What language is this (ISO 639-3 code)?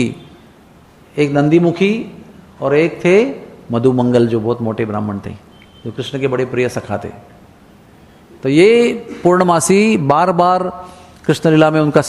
hin